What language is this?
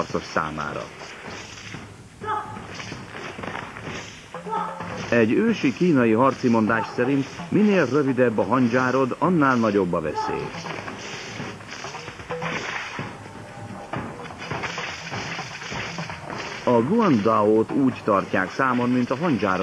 Hungarian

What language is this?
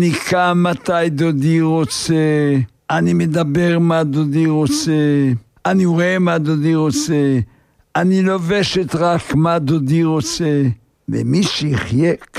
Hebrew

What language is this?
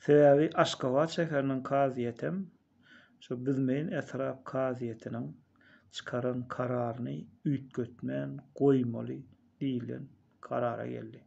Turkmen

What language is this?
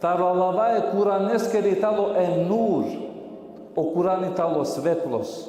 Balkan Romani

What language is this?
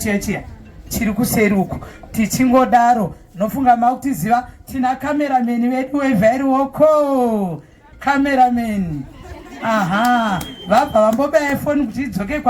Shona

